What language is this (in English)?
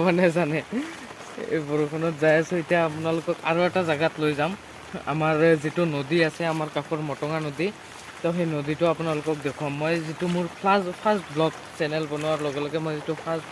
Assamese